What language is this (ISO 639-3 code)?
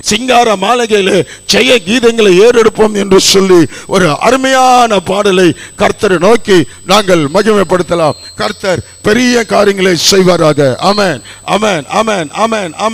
tam